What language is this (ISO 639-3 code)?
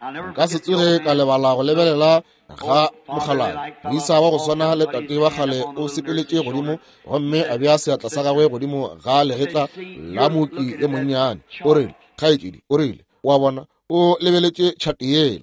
nso